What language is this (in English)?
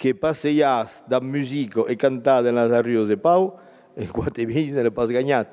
Occitan